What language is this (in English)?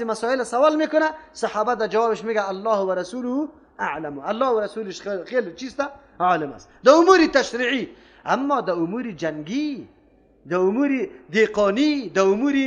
Persian